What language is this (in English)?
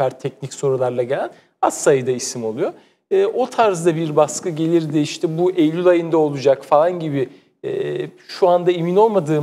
Turkish